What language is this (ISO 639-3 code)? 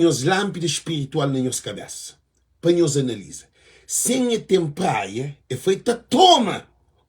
kea